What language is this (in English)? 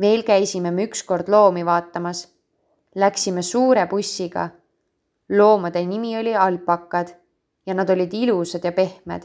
Estonian